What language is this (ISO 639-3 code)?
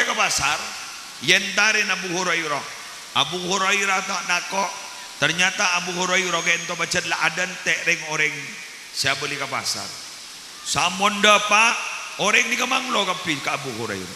mad